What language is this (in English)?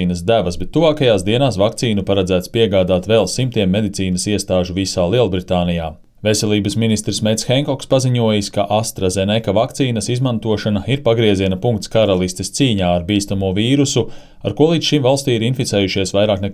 Latvian